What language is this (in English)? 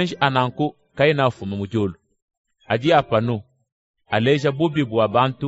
Luba-Lulua